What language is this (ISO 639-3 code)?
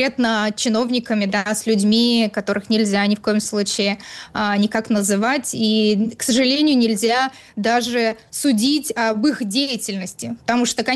rus